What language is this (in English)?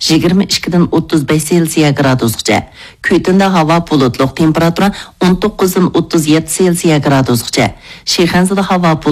Uyghur